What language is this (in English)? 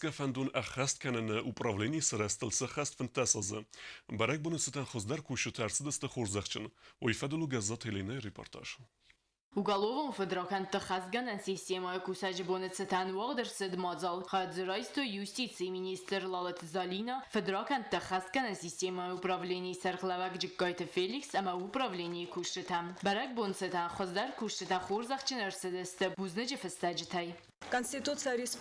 Ossetic